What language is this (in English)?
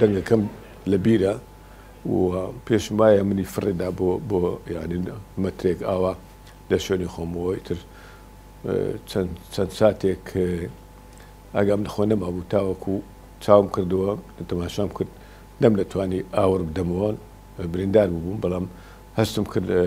Central Kurdish